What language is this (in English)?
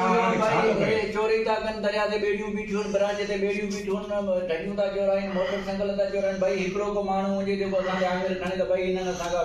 Sindhi